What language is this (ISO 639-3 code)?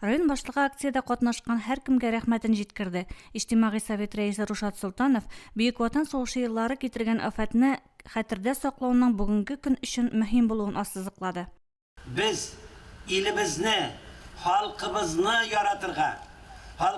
tat